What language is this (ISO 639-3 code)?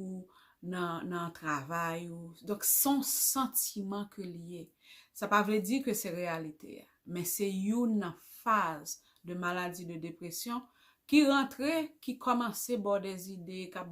hat